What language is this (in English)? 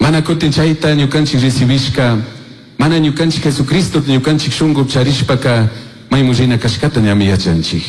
Chimborazo Highland Quichua